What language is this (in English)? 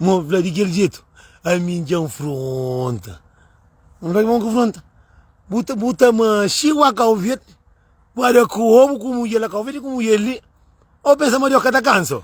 Kabuverdianu